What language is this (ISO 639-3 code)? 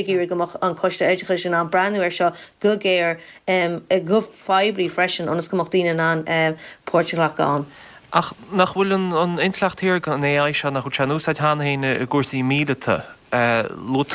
gle